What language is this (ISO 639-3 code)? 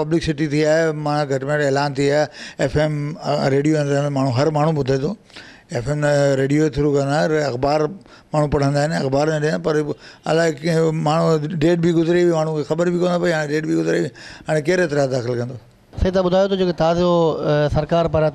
snd